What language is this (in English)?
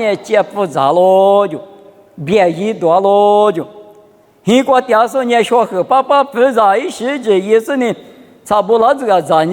Lisu